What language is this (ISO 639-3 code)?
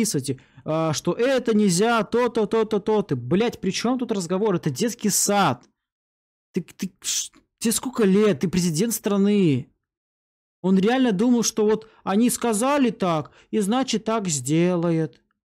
rus